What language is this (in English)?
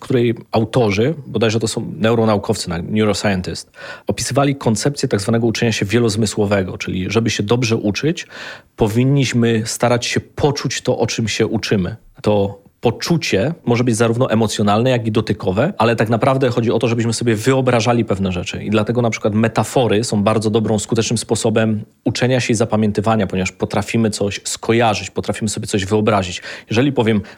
Polish